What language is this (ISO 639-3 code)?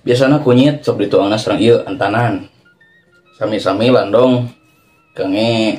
sun